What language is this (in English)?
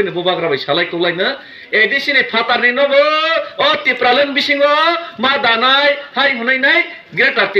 Kok Borok